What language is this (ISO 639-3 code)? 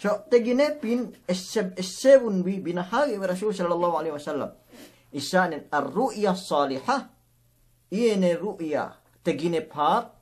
yka